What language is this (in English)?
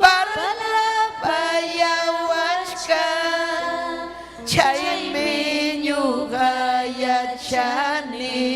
Ayacucho Quechua